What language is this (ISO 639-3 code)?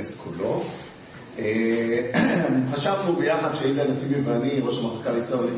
heb